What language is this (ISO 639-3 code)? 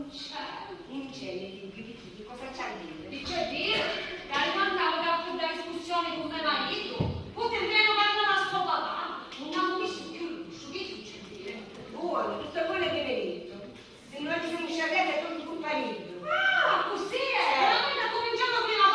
scn